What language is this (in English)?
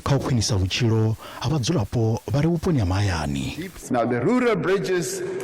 Venda